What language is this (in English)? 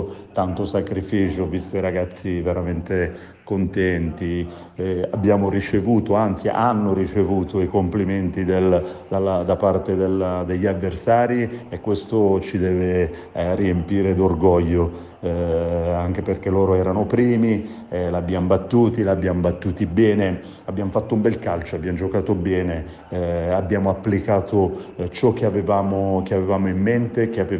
Italian